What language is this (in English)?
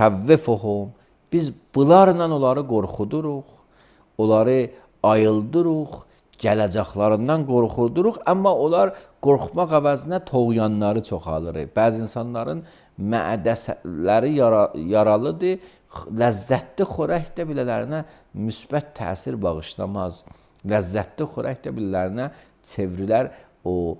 Azerbaijani